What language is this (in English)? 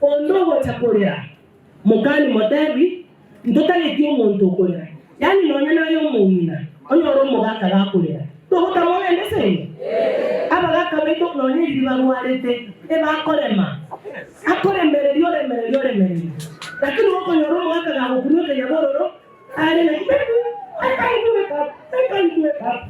Gusii